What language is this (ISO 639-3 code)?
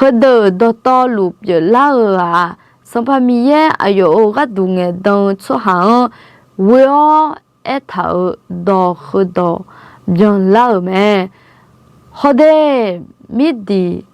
ahk